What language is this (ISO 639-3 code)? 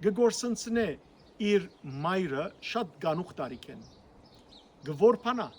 hyw